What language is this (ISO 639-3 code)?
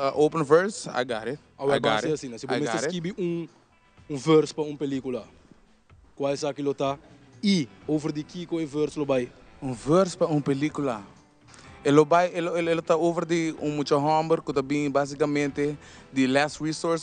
pap